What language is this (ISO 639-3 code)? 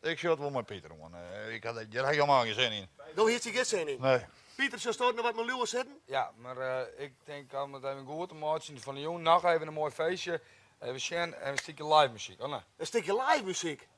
fry